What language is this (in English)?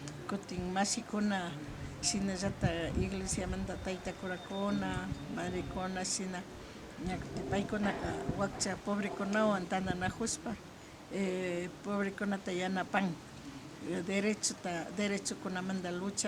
Imbabura Highland Quichua